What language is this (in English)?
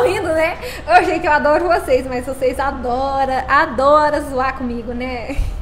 Portuguese